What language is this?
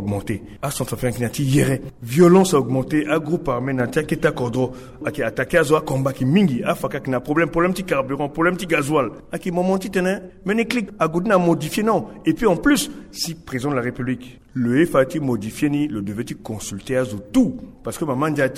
Sango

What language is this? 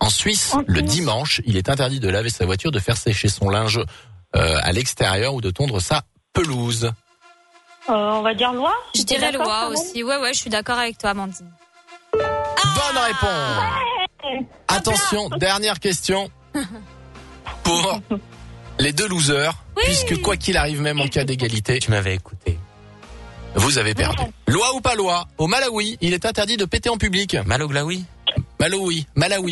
French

